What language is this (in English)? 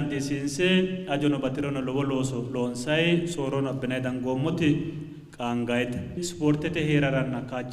Sidamo